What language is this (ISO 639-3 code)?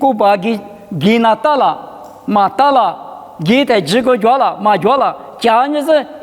lis